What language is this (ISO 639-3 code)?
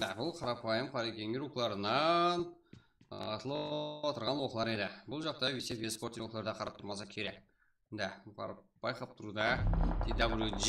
kaa